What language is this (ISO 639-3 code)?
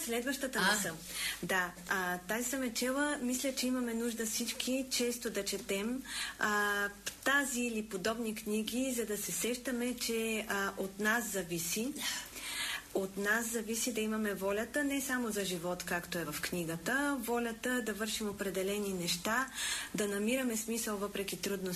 bul